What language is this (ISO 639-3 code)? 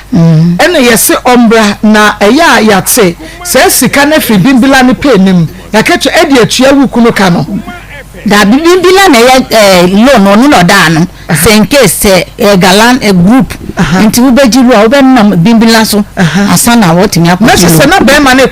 aka